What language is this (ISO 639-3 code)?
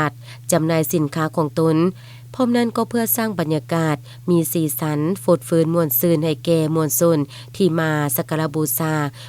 lao